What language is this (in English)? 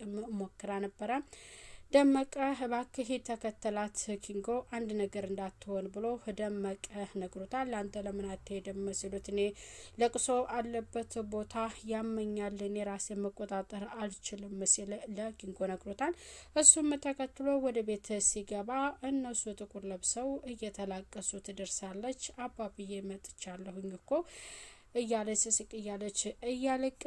Amharic